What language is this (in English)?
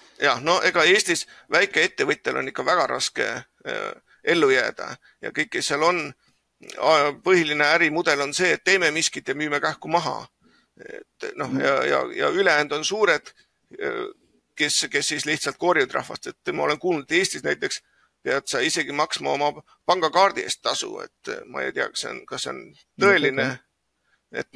Estonian